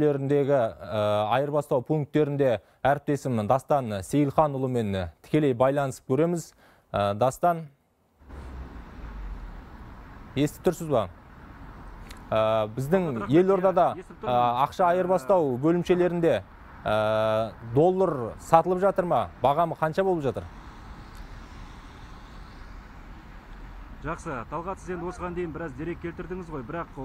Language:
Kazakh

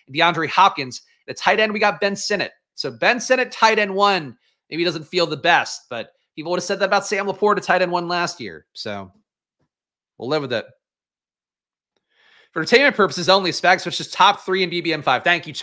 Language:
English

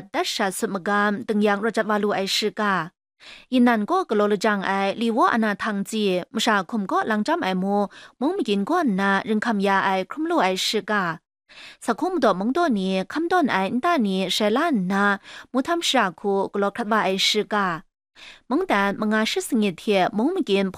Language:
Kachin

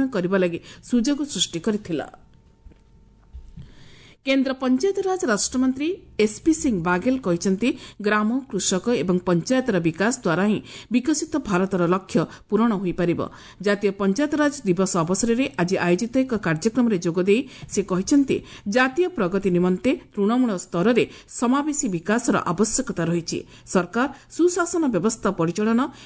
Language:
Odia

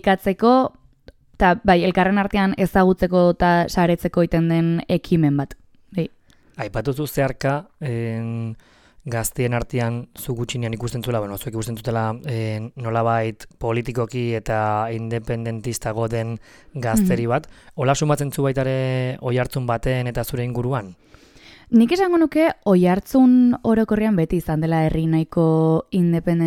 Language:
Basque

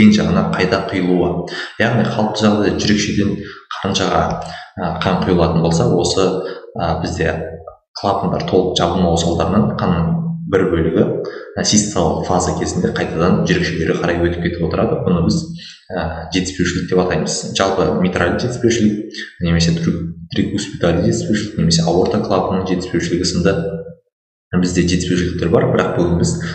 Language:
Kazakh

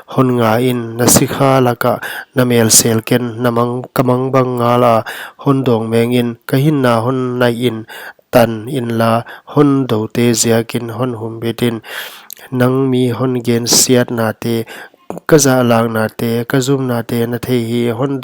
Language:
Paite Chin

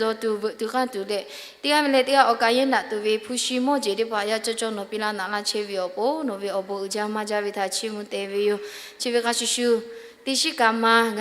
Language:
Lahu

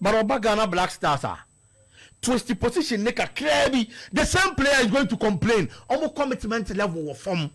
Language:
Akan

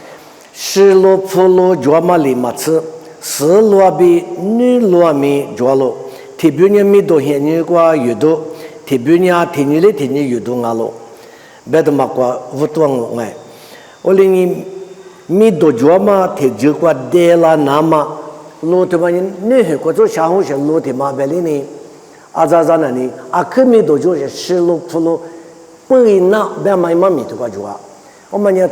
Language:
Lisu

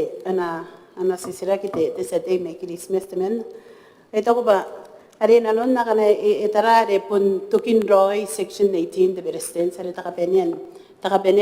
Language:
Gilbertese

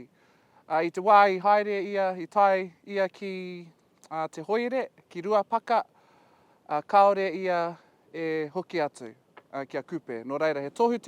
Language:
Māori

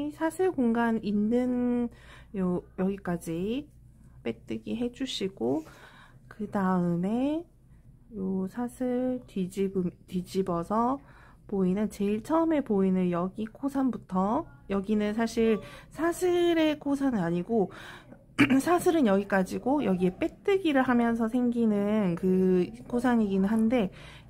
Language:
Korean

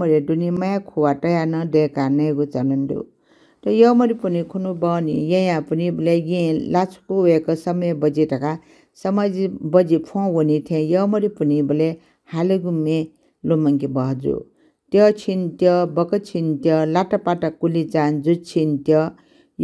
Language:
Newari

